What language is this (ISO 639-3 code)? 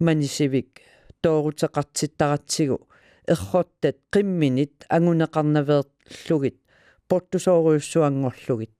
kal